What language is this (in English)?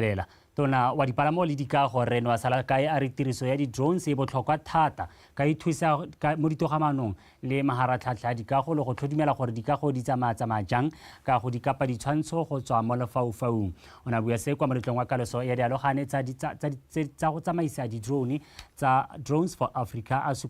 Tswana